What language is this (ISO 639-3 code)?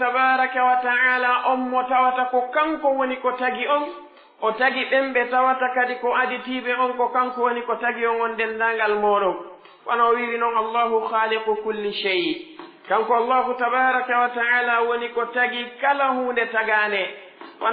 fuf